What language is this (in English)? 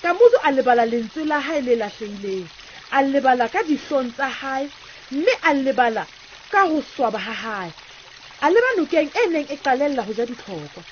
Southern Sotho